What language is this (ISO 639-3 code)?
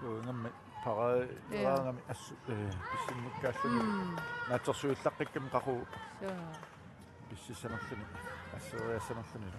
kal